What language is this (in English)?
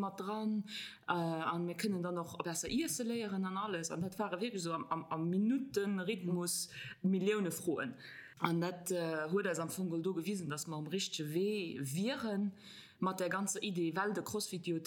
Luxembourgish